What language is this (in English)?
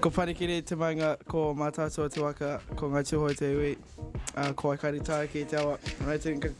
Māori